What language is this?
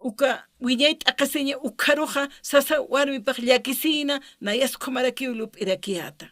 Aymara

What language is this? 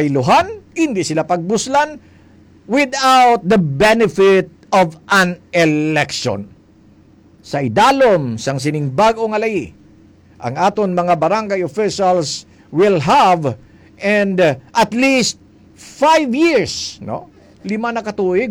Hiligaynon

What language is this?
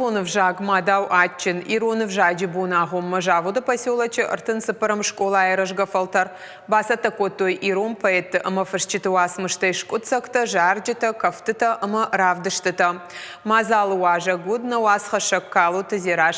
Ossetic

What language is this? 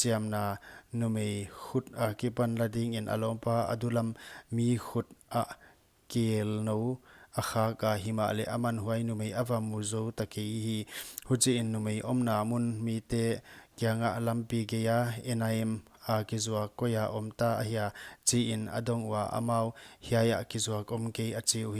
Paite Chin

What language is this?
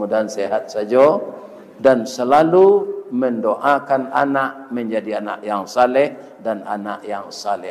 Minangkabau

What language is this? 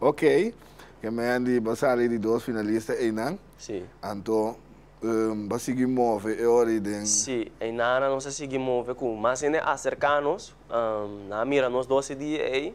Papiamento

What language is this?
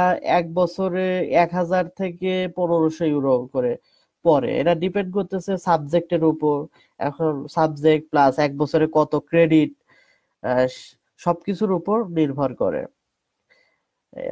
Bangla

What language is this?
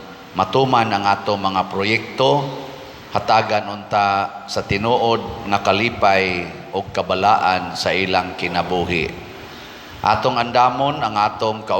Cebuano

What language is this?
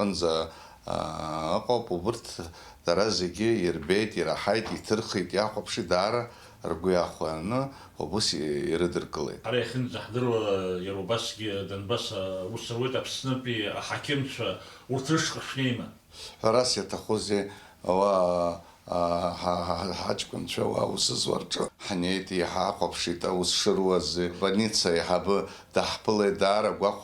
Abkhazian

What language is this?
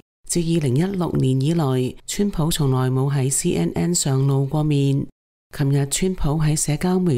Cantonese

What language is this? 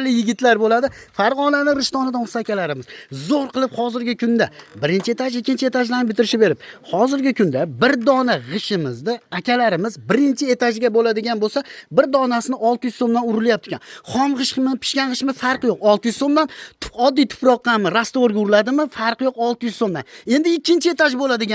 Uzbek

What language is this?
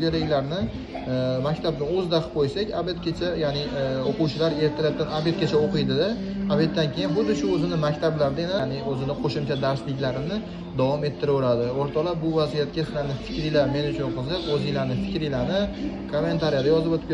Uzbek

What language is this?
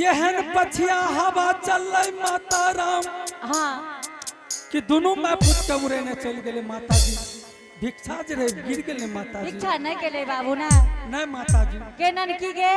Angika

